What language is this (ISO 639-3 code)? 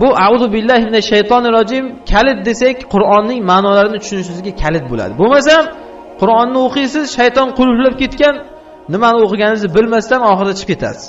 uzb